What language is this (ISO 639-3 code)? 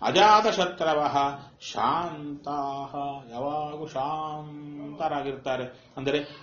kan